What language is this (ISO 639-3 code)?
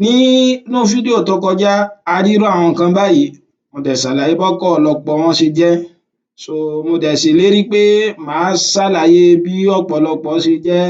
yor